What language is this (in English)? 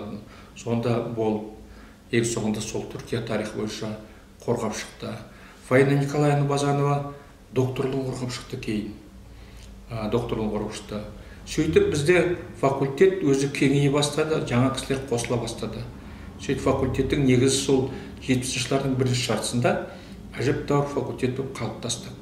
Kazakh